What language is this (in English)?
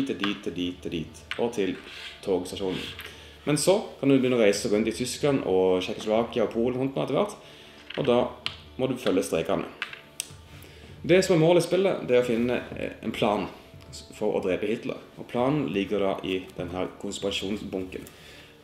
Norwegian